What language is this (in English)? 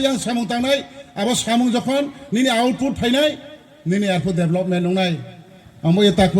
Riang (India)